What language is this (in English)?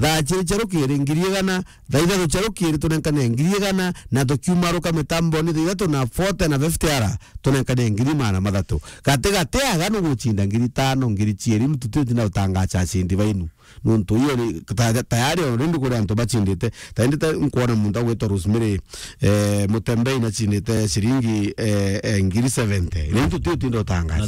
Meru